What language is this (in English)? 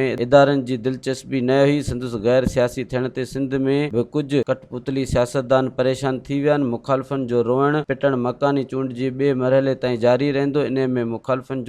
Sindhi